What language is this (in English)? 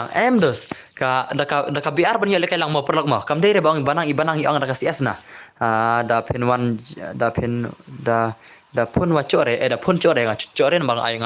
Khasi